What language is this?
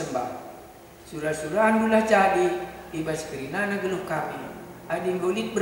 Batak Karo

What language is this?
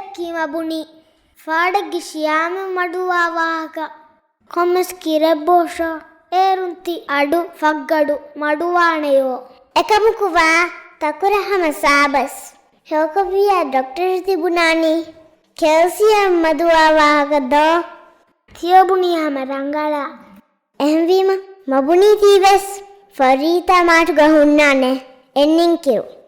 Divehi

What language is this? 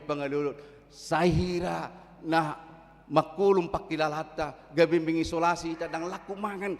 Batak Toba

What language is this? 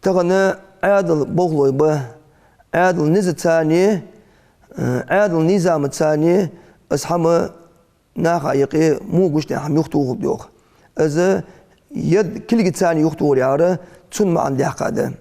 Ingush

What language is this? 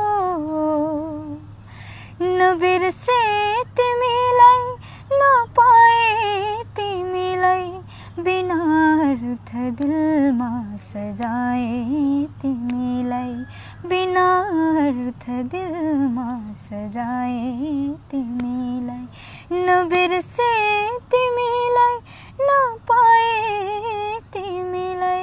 Nepali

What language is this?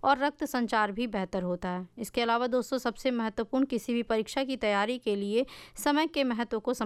Hindi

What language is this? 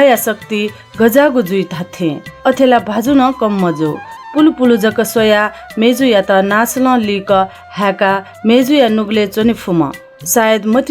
Newari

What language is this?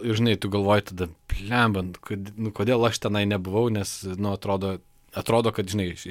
Lithuanian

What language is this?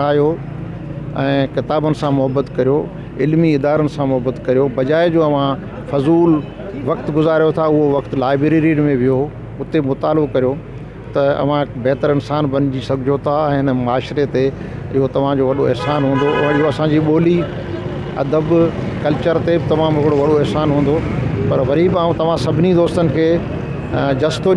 Sindhi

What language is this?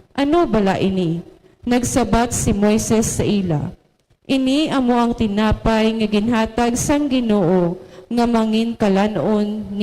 Hiligaynon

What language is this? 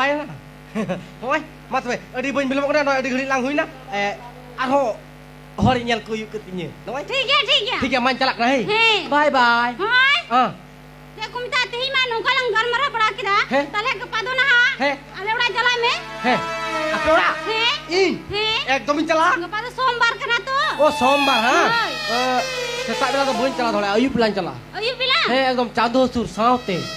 Santali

